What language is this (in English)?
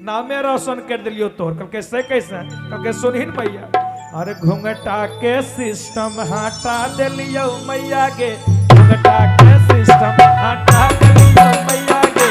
Magahi